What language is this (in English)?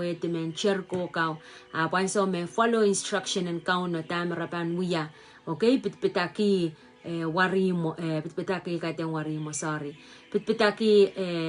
Pohnpeian